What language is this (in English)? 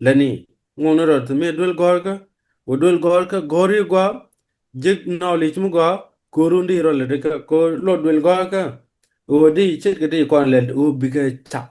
Nuer